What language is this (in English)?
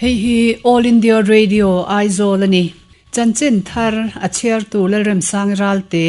Mizo